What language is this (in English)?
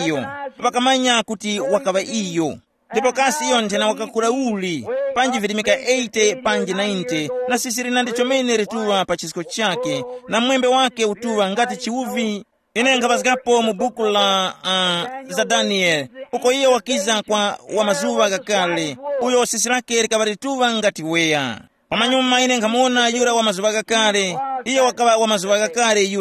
Tumbuka